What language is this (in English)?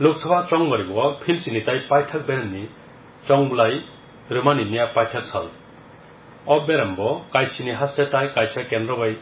Kok Borok